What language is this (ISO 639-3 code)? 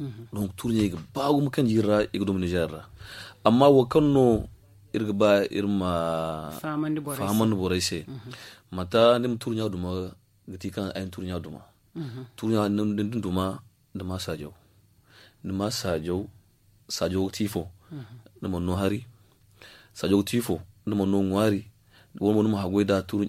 dje